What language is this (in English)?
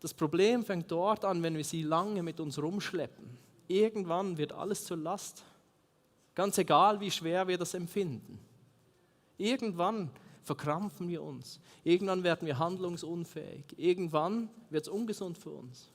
Swiss German